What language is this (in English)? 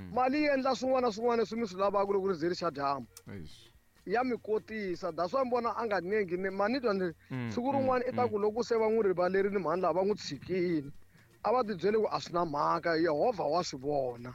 Tsonga